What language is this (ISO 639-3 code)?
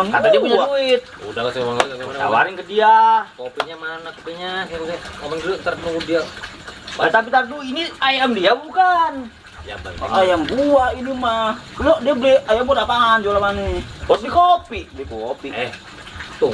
bew